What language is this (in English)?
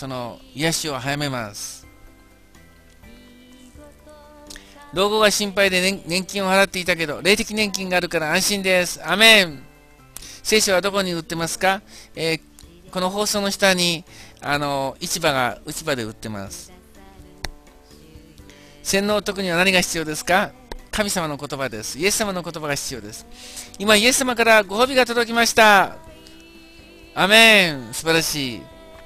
Japanese